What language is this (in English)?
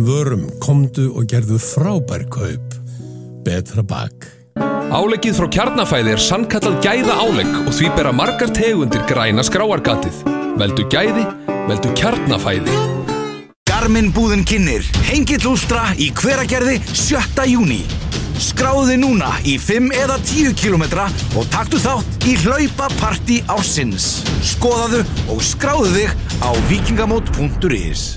Icelandic